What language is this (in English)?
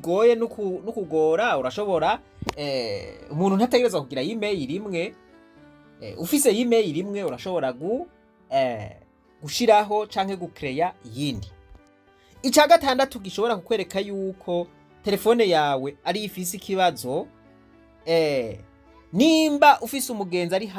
Rundi